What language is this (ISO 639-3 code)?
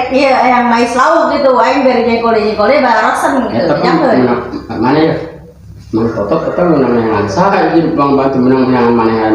sun